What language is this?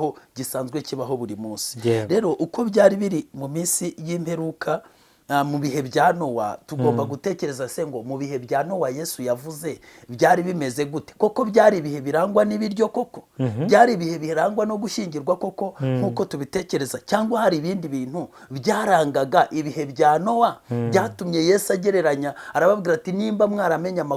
Kinyarwanda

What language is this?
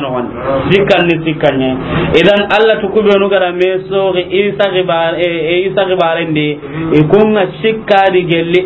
Soninke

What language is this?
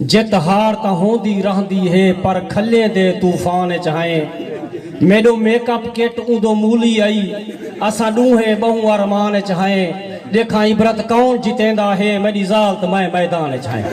Saraiki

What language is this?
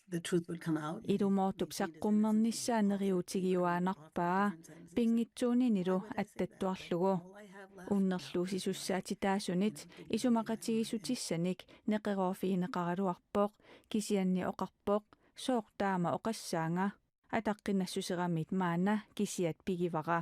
Kalaallisut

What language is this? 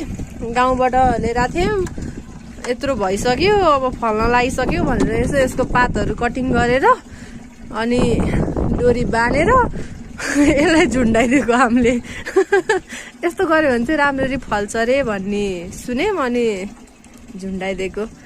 Nepali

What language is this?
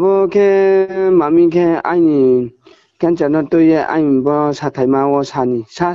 Riang (India)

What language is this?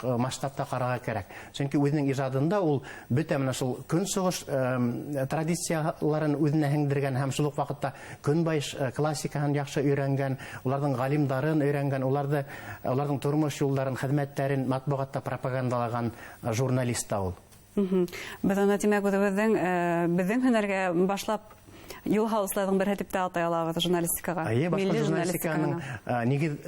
Bashkir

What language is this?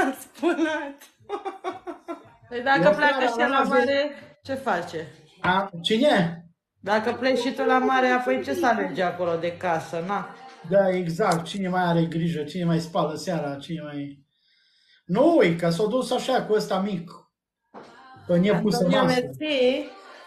Romanian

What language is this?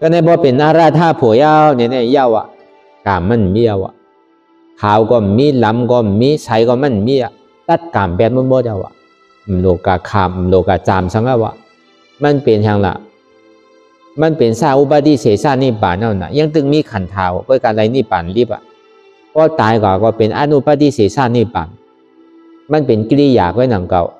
Shan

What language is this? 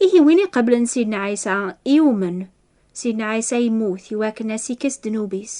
Kabyle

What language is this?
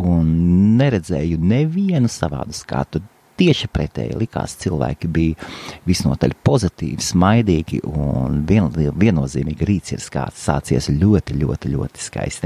Latvian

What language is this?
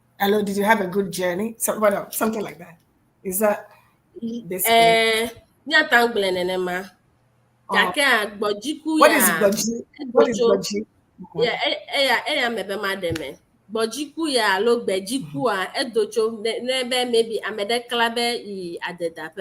Ewe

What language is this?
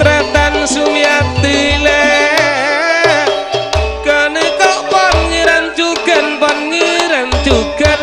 Madurese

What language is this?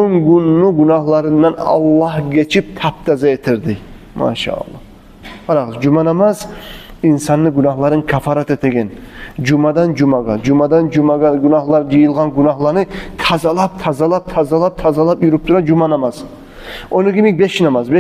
Kumyk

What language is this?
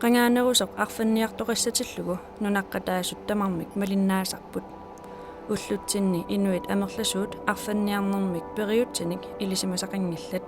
Kalaallisut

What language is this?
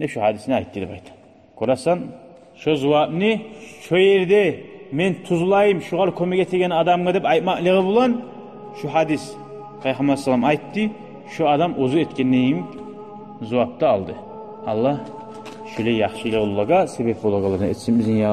Kumyk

